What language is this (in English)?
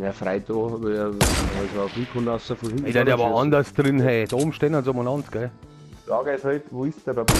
Bavarian